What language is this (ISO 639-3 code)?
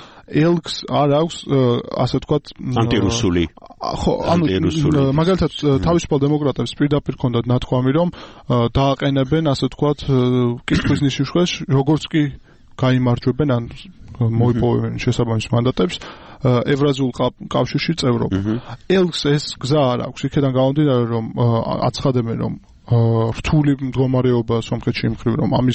kat